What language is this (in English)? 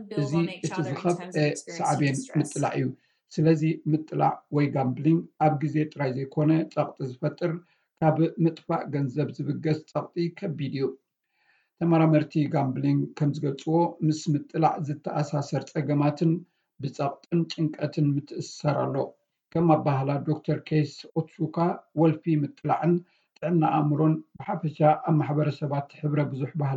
Tigrinya